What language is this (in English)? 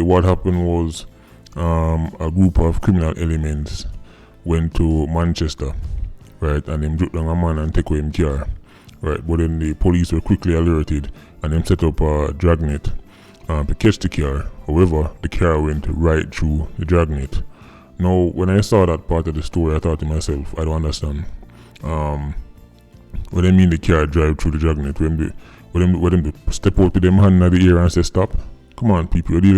Jamaican Creole English